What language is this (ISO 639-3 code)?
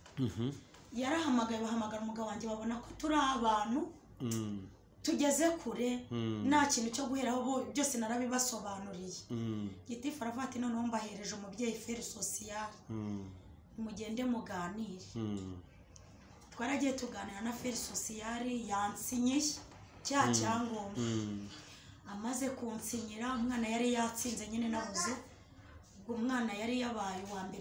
kin